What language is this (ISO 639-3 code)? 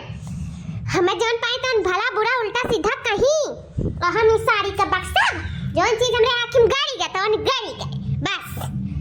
awa